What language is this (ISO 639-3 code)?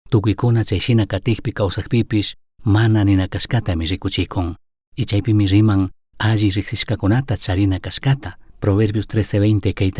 qug